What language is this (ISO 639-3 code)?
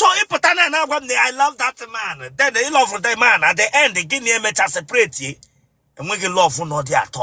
ibo